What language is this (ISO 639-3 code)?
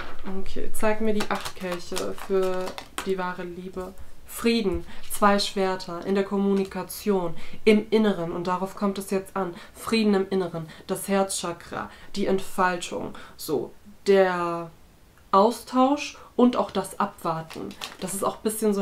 deu